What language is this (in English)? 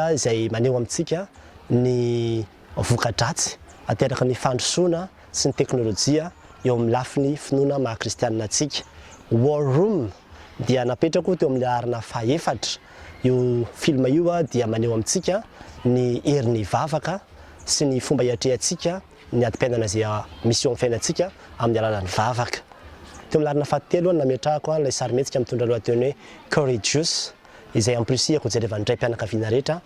Malagasy